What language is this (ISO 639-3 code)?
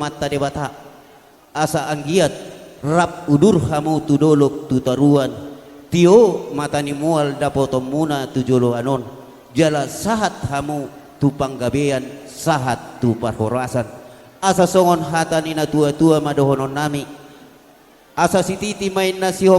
bbc